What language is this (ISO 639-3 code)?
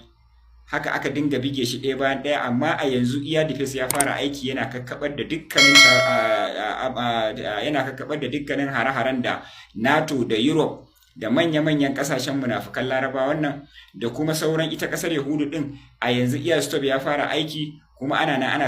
hau